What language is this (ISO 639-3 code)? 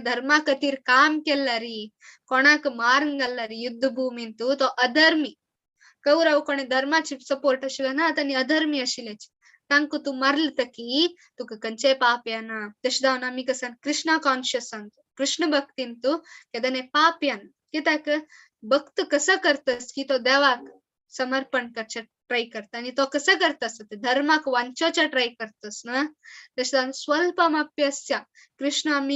kok